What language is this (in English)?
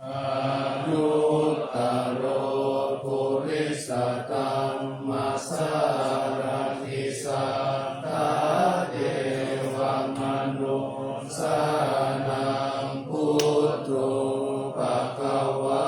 Pali